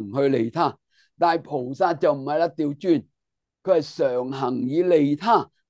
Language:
Cantonese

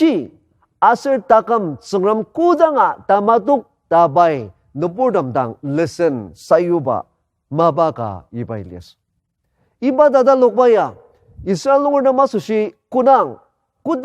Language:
Ao Naga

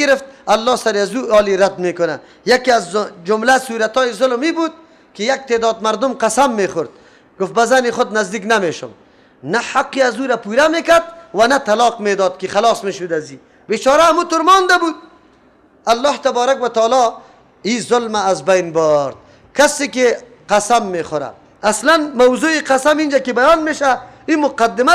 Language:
Persian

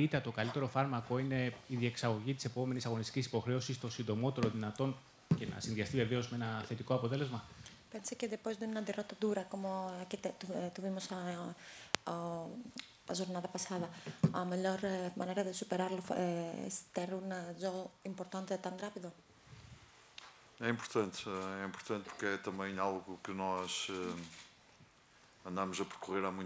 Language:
Greek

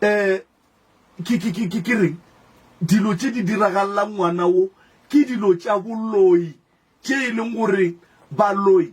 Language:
Northern Sotho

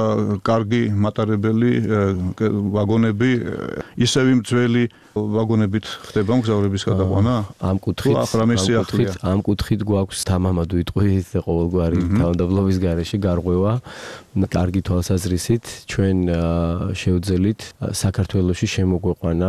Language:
Georgian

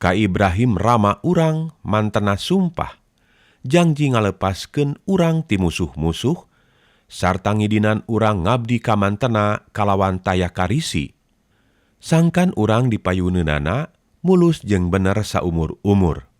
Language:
Sundanese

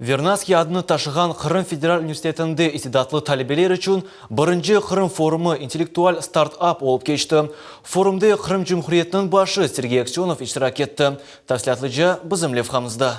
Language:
Crimean Tatar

